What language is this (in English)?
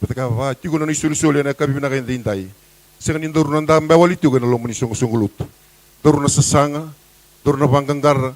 Fijian